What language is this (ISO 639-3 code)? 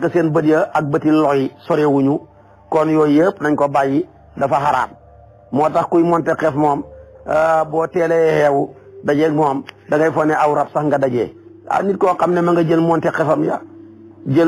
wol